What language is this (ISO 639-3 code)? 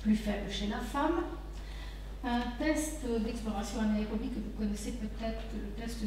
fra